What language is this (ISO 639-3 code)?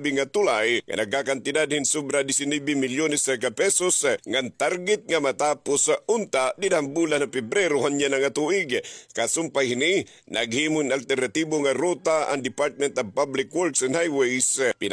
war